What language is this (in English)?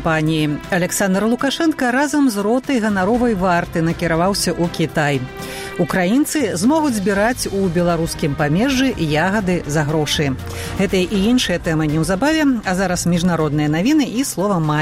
Belarusian